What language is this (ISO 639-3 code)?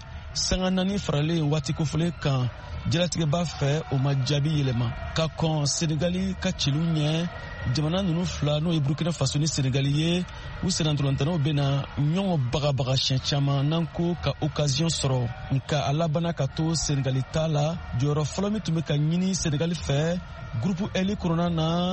bam